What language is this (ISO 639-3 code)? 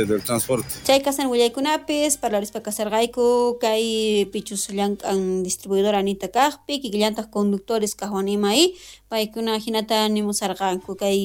quh